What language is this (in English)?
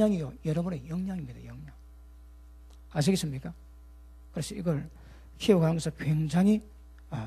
Korean